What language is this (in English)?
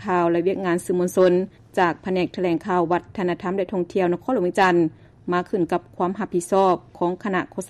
Lao